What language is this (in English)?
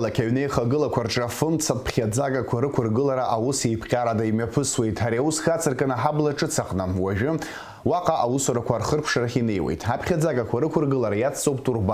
Abkhazian